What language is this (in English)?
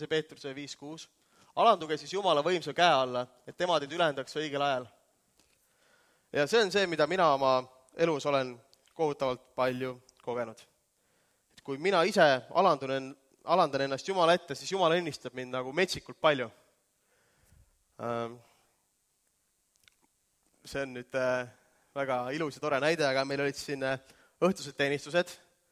Estonian